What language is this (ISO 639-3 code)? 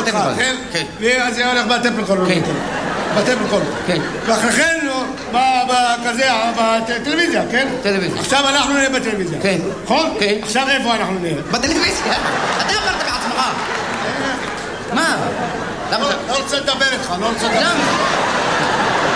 heb